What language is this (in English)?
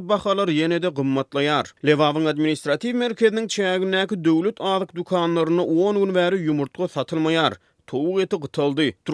Turkmen